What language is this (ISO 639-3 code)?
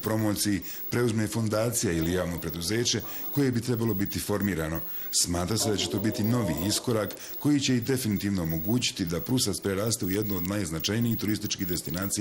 bos